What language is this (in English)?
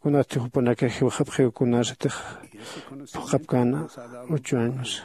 Aymara